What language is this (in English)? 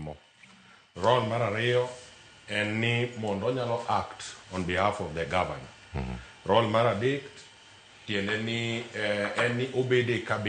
Luo (Kenya and Tanzania)